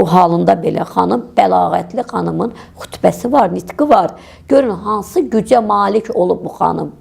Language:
Azerbaijani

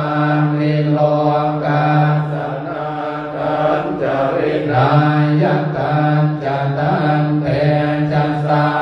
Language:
Pali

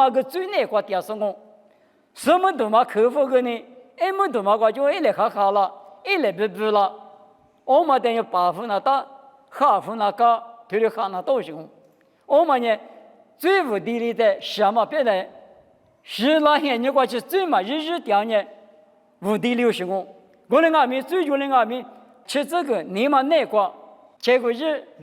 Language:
Lisu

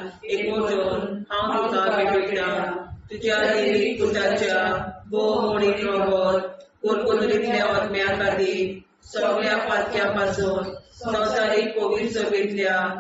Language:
Konkani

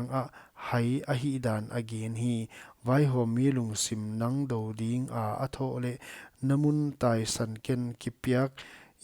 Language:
Paite Chin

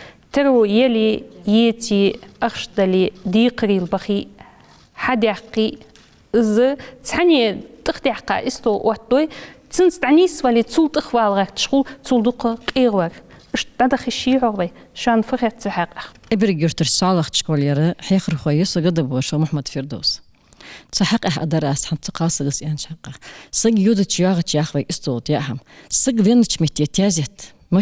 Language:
Ingush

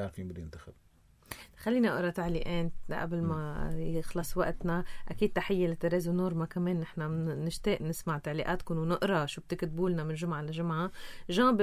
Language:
North Levantine Arabic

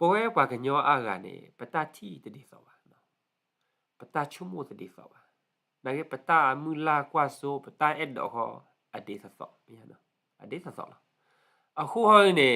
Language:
S'gaw Karen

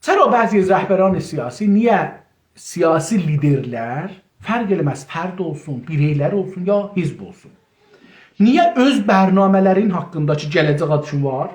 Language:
South Azerbaijani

